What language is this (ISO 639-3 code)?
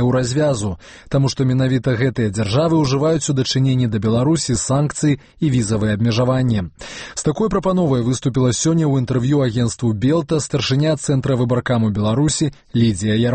bel